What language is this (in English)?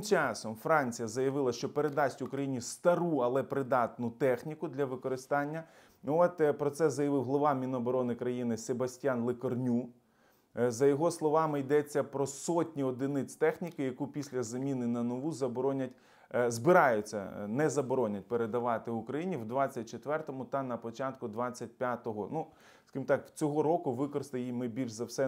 Ukrainian